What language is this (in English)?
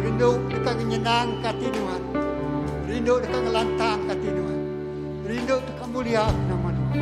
Iban